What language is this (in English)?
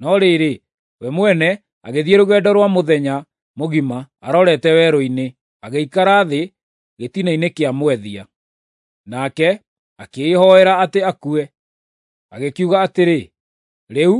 Kikuyu